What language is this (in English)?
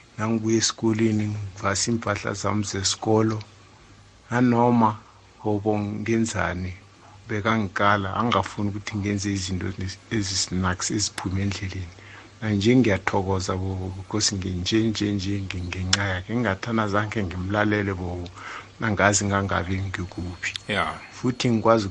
South Ndebele